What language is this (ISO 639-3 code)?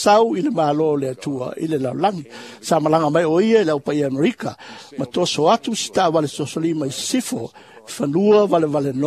smo